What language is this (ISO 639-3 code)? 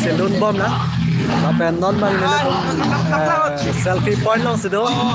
mjw